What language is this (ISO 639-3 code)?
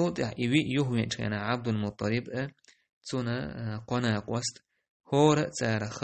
che